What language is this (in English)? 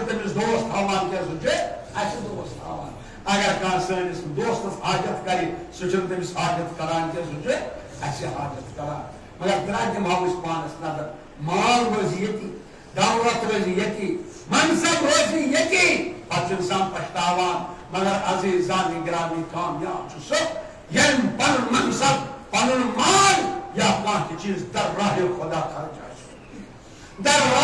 Kashmiri